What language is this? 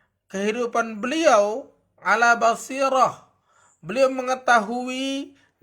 Sasak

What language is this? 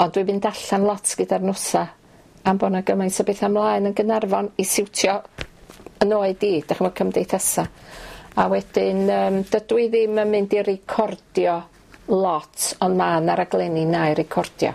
Welsh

